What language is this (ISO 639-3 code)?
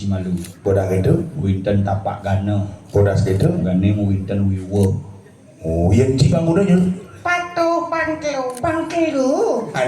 ban